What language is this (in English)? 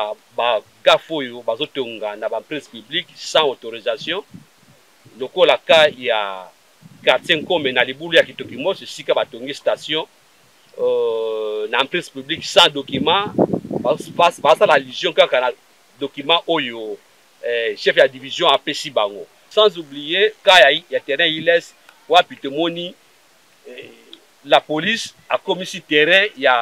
Lingala